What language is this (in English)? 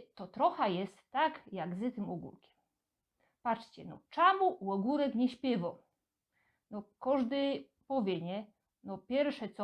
Silesian